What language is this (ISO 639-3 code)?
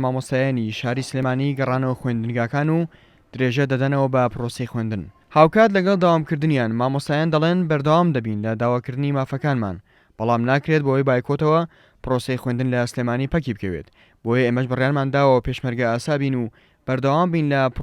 ckb